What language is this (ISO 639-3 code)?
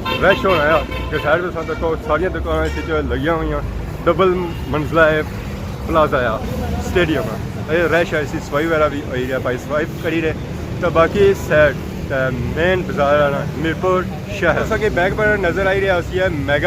phr